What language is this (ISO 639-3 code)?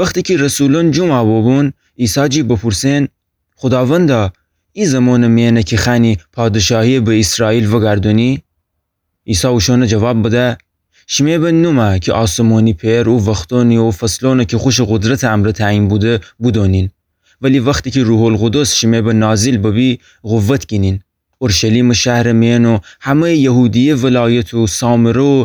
glk